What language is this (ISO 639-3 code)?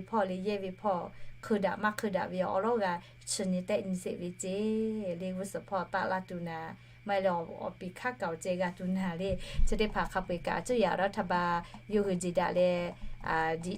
lhu